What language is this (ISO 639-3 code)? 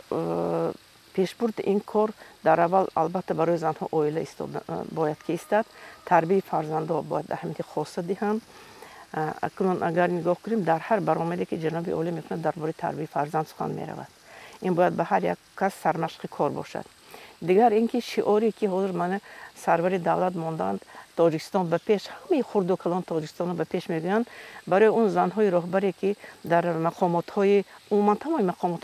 tgk